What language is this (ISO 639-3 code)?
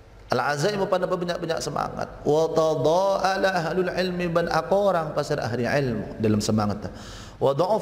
mad